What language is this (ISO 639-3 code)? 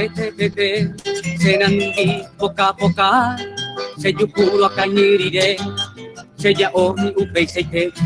grn